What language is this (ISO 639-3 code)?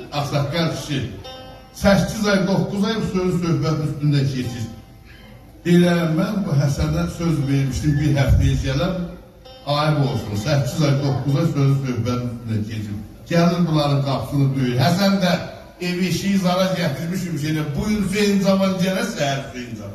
azb